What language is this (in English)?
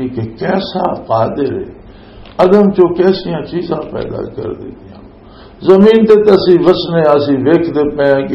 Western Panjabi